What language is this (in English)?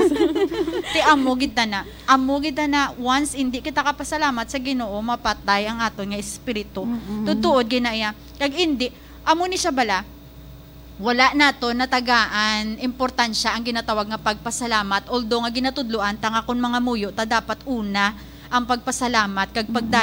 Hiligaynon